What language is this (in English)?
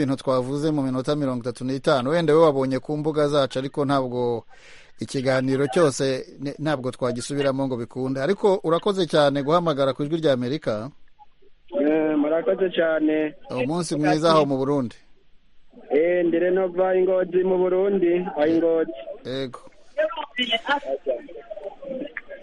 Kinyarwanda